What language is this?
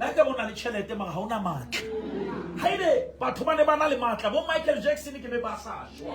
Southern Sotho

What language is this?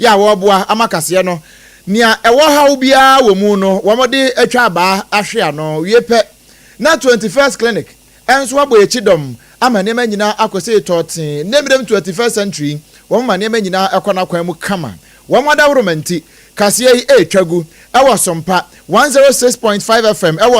Akan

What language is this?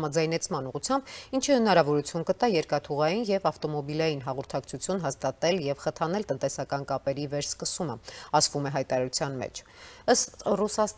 Armenian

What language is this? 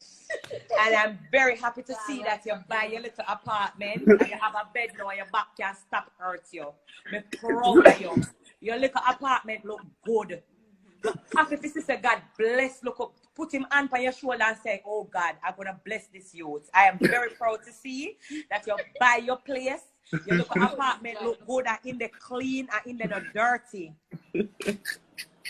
Jamaican Creole English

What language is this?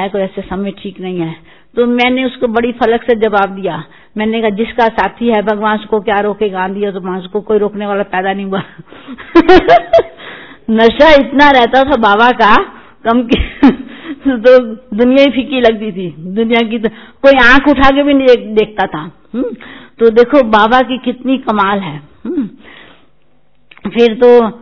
Hindi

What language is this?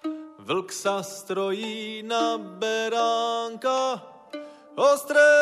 Slovak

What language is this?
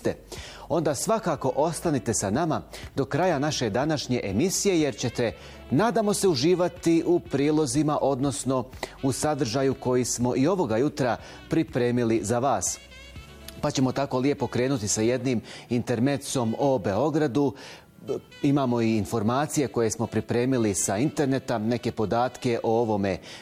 Bosnian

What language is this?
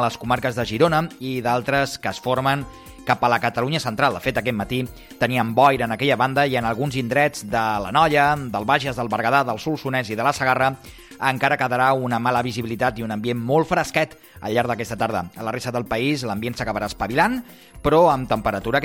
Catalan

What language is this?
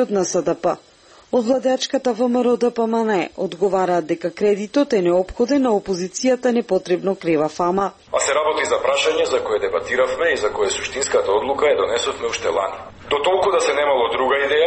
Macedonian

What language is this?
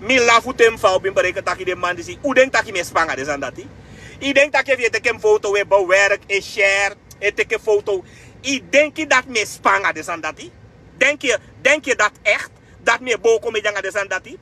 Sranan Tongo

